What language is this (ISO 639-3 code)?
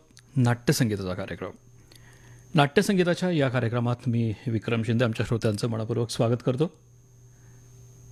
mar